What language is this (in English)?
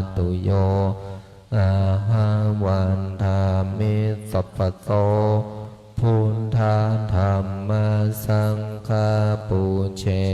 Pali